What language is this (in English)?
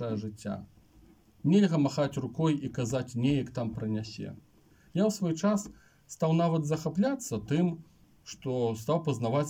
Belarusian